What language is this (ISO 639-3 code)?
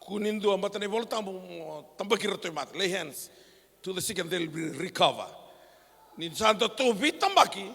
fij